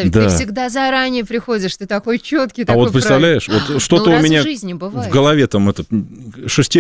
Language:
Russian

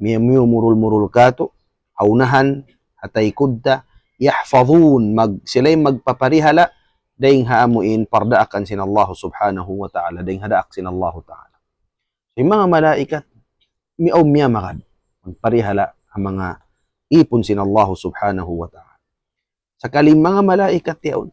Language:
Tausug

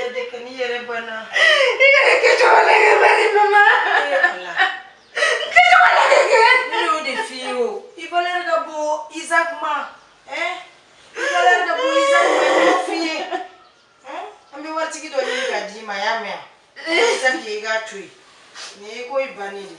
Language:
Bambara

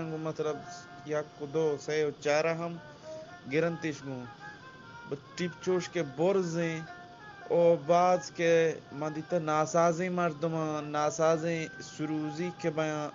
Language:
Eastern Balochi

